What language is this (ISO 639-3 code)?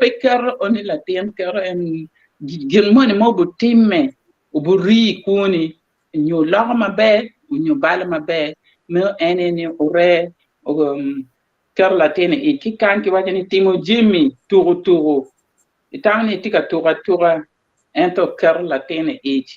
ach